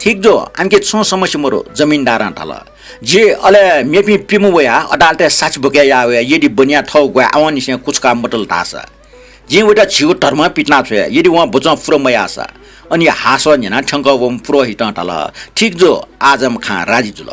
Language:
Newari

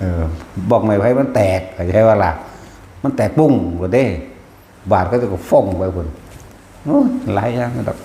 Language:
Northeastern Thai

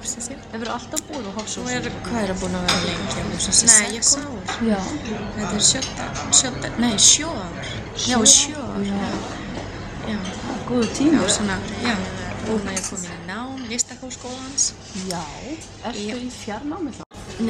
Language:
Icelandic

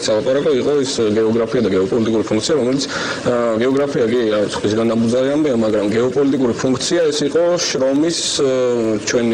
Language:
Georgian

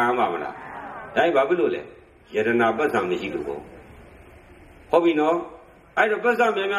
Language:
Burmese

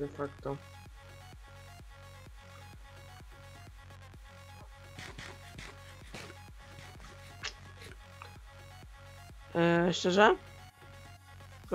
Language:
Polish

